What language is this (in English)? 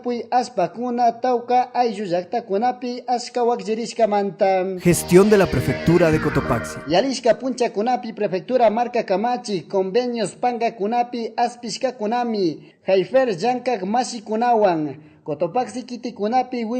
Chimborazo Highland Quichua